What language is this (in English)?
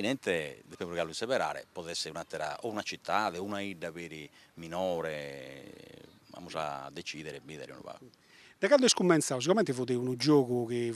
Sardinian